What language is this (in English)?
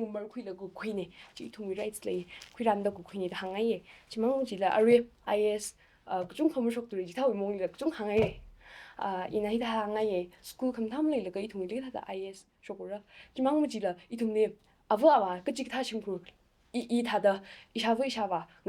Tangkhul Naga (India)